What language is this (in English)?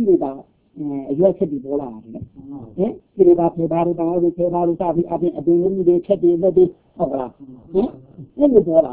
Burmese